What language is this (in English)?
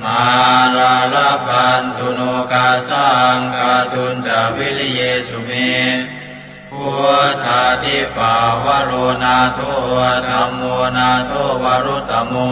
Pali